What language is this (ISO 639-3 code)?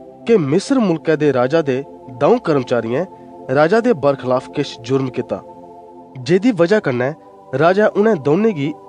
doi